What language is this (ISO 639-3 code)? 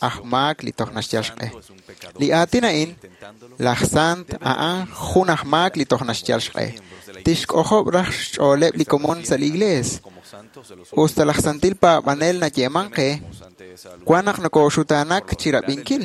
kek